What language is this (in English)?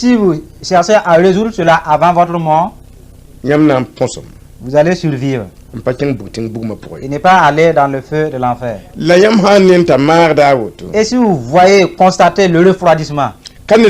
Mossi